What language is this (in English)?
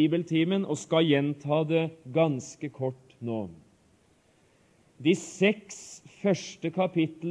Norwegian